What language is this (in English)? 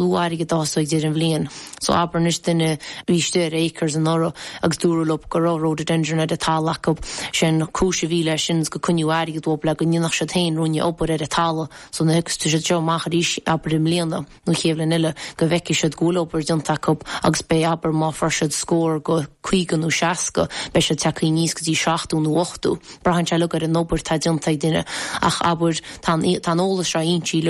Irish